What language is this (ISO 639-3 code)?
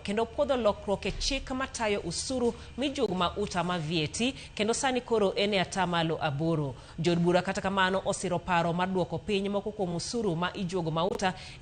luo